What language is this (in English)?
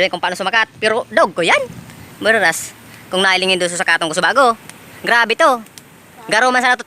Bikol